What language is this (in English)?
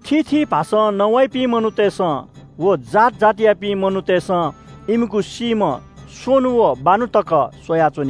Newari